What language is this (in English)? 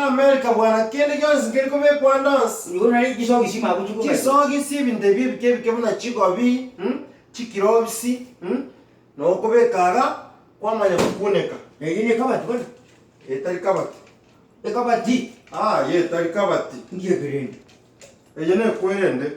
Gusii